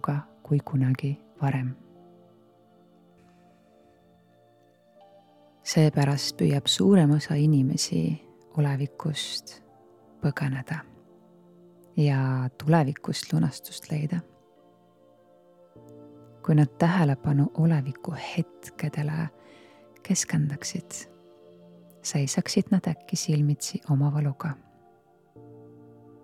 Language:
Estonian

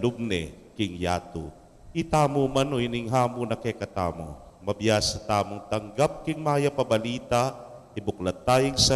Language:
Pampanga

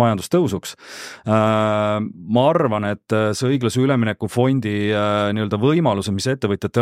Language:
Estonian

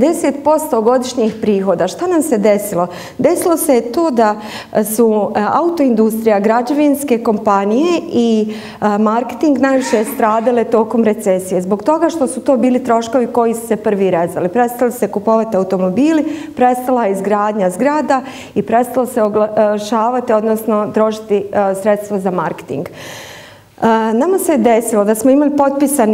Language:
Bosnian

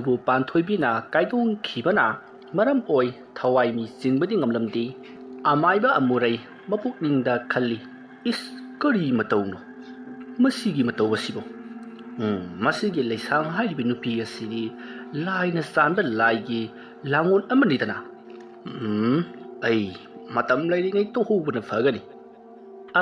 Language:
Manipuri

